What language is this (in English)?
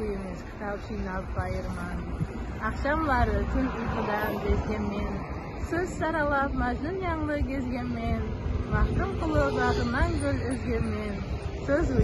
Kara-Kalpak